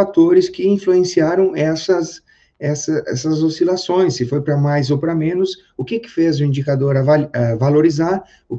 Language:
Portuguese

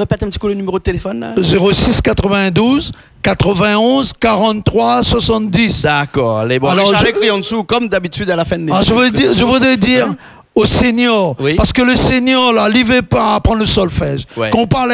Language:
Réunion Creole French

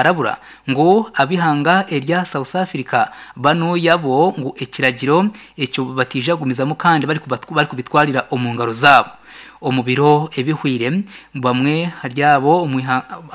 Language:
Nyankole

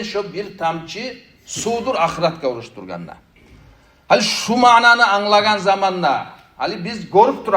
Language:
Kumyk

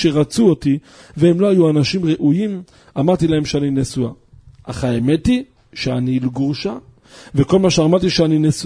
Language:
Hebrew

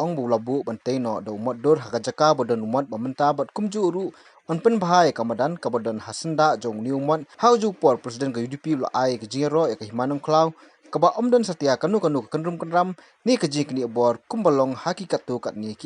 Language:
Khasi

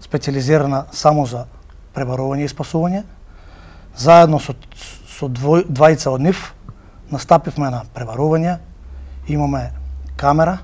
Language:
Macedonian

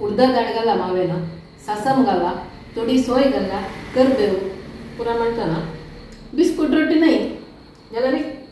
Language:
Konkani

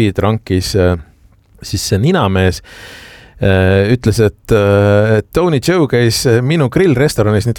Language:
Estonian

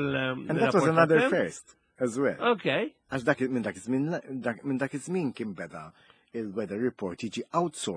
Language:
Maltese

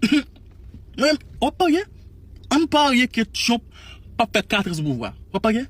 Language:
Haitian Creole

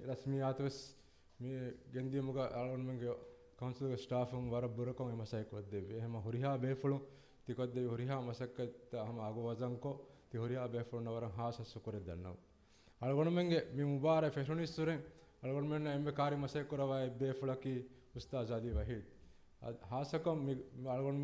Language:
Divehi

